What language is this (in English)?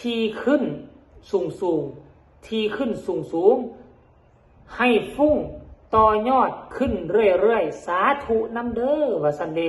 Northeastern Thai